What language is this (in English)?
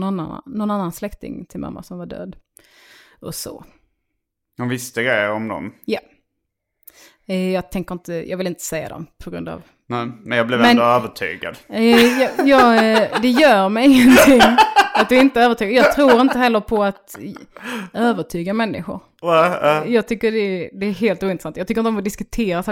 Swedish